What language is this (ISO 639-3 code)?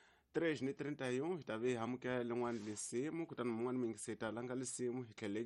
tso